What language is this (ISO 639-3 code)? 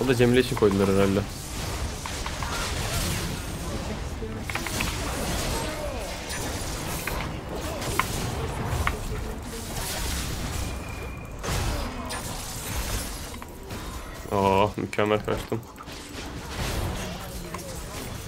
tur